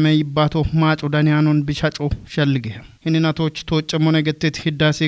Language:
Kafa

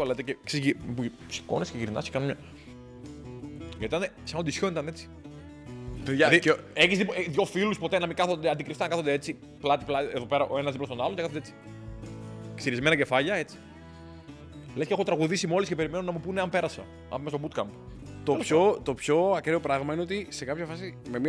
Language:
Greek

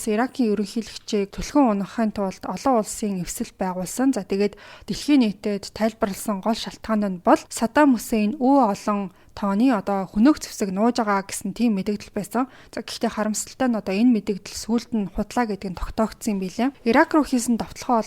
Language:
Mongolian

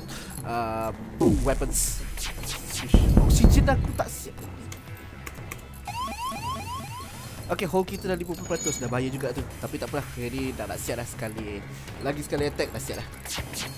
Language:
Malay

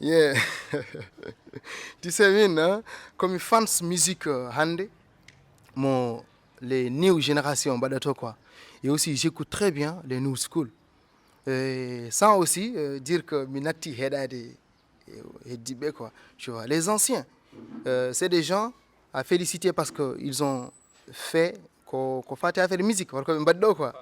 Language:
Fula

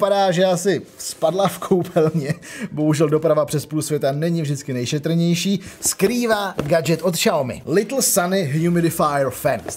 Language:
Czech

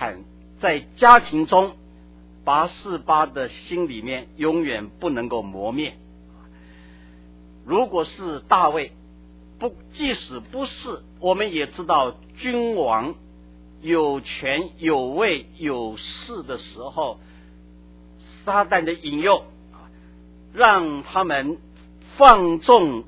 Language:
Chinese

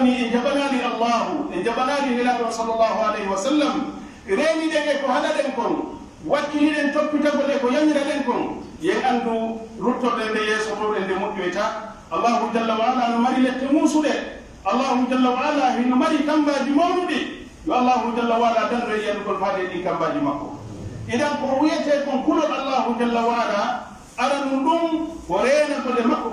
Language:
Pular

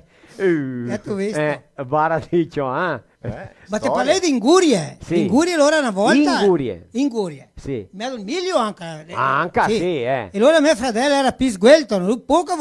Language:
Venetian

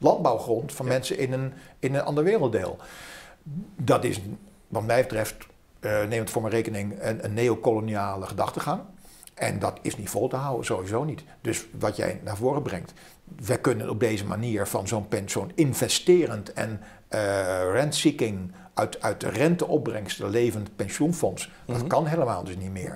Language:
Dutch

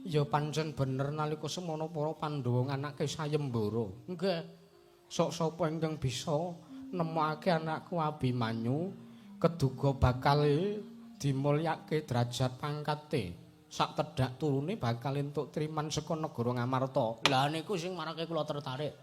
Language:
Javanese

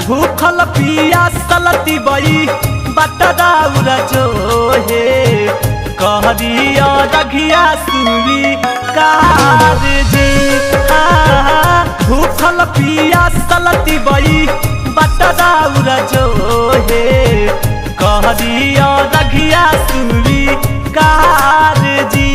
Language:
Magahi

